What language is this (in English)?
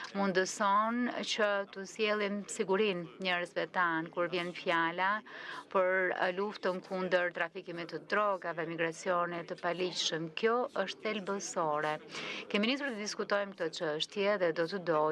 Albanian